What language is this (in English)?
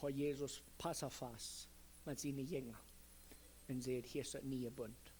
Plautdietsch